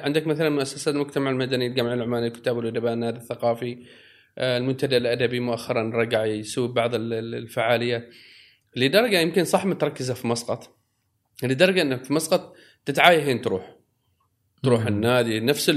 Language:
Gulf Arabic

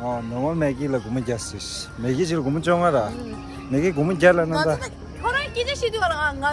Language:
Tibetan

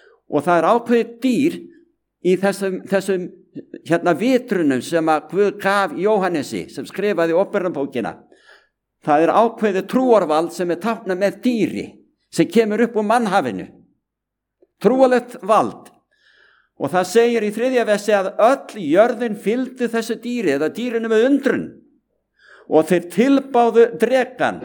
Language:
Icelandic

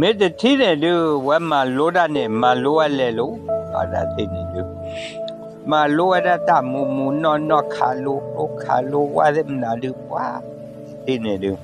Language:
S'gaw Karen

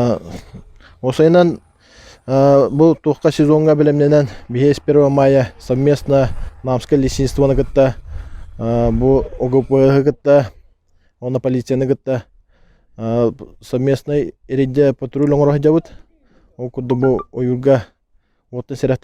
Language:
Yakut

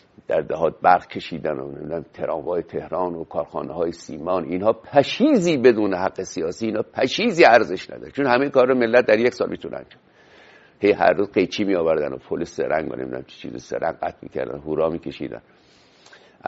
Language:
Persian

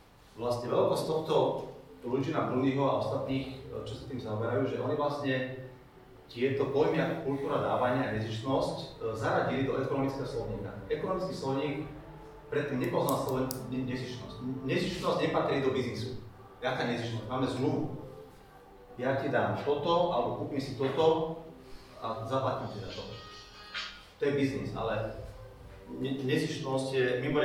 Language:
Slovak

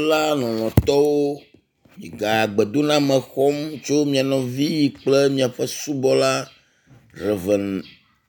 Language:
Ewe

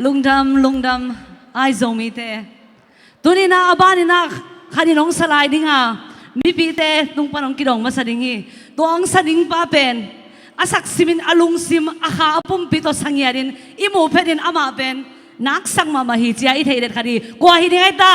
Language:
Tedim Chin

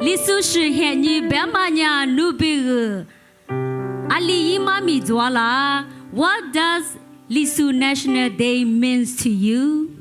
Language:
Lisu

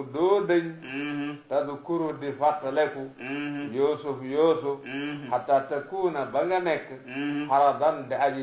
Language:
Wolof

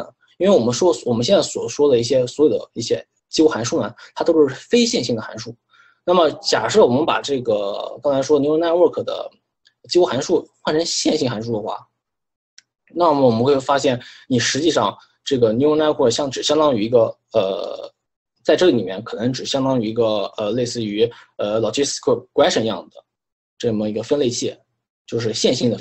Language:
Chinese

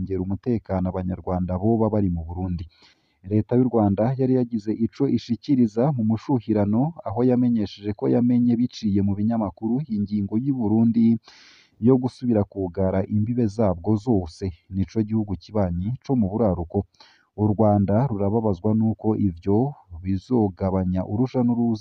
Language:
Rundi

